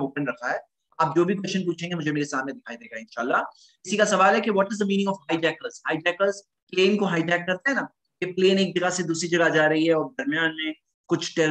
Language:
Urdu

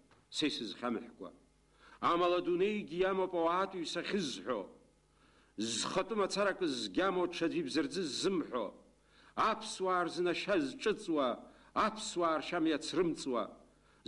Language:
Abkhazian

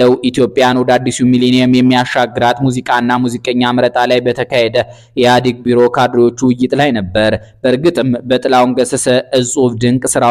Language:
Amharic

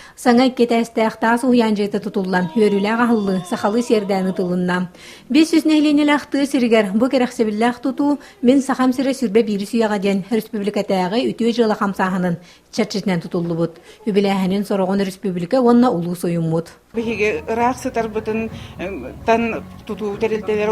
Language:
Yakut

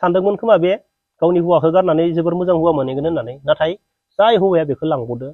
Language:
Bodo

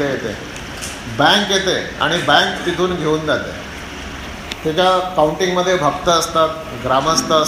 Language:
Marathi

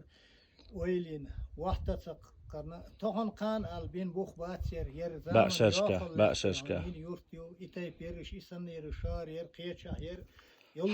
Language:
Chechen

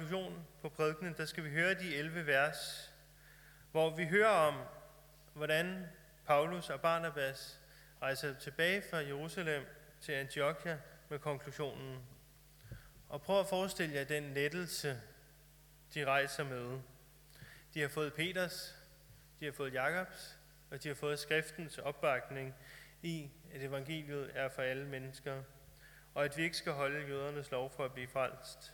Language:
Danish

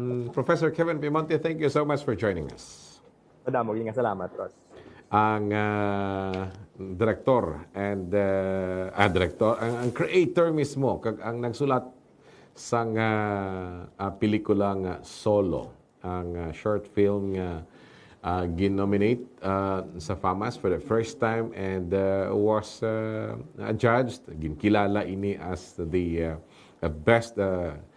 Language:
Hiligaynon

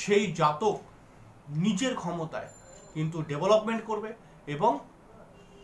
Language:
Bangla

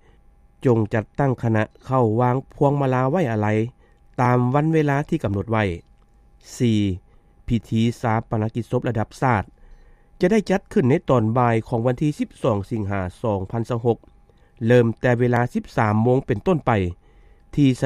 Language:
Lao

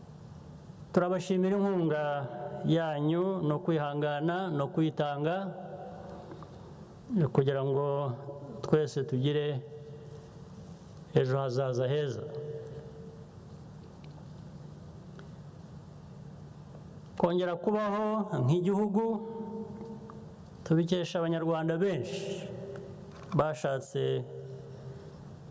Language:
Kinyarwanda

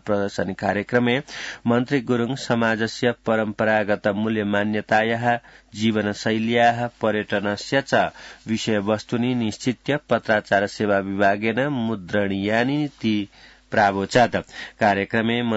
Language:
Sanskrit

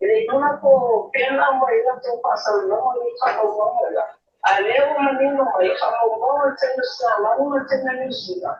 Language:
Samoan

